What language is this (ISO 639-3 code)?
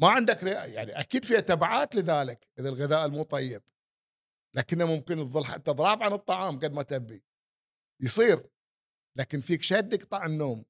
afb